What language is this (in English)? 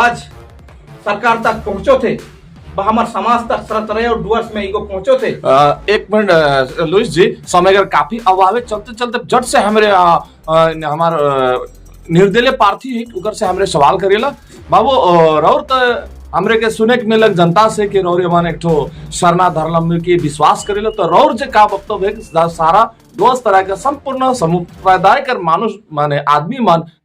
Sadri